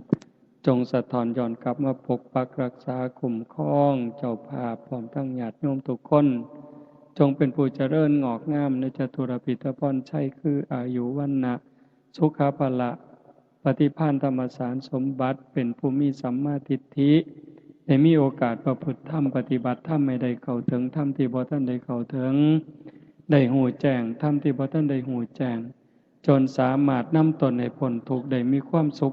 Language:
Northeastern Thai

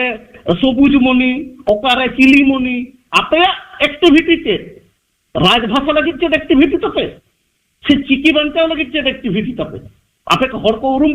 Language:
Santali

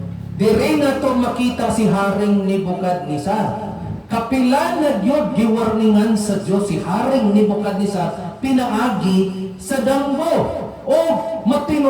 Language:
Cebuano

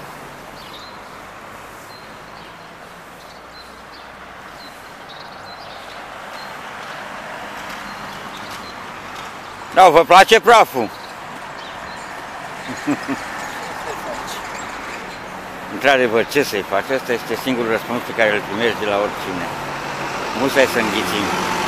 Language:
Romanian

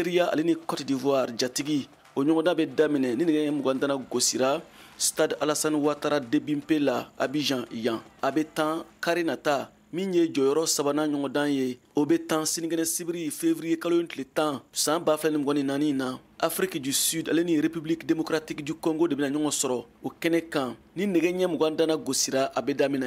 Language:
Bambara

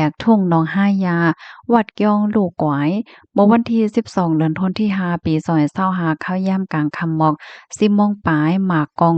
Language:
Shan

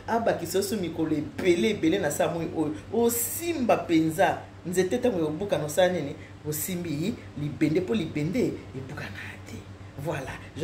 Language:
Lingala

